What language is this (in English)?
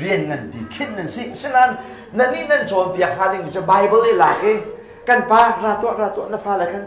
Hakha Chin